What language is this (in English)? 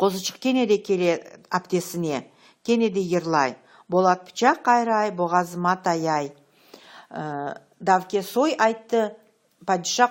Crimean Tatar